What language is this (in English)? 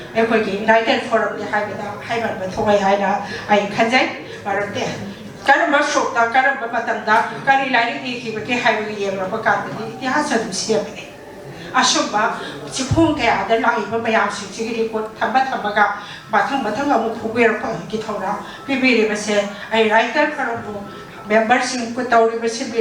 Manipuri